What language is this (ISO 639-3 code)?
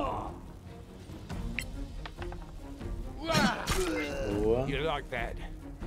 por